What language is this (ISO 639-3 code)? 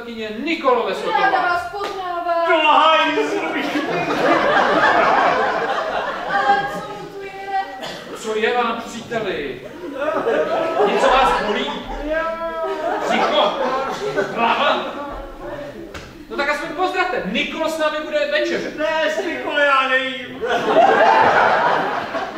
ces